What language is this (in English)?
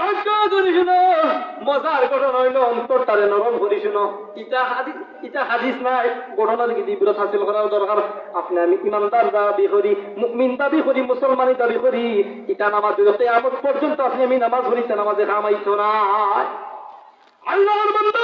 Sylheti